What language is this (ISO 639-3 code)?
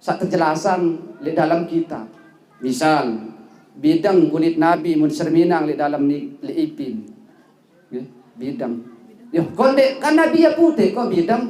sas